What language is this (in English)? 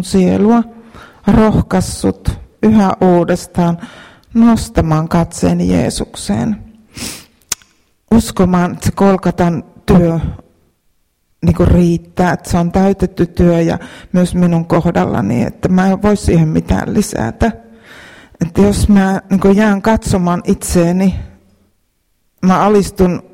Finnish